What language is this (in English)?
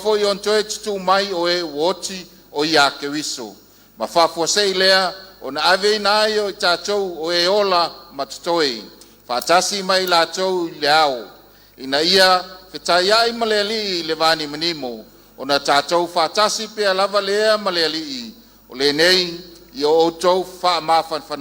Samoan